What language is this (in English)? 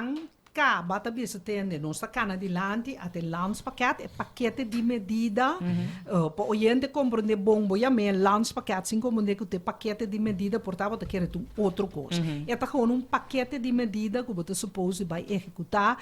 Papiamento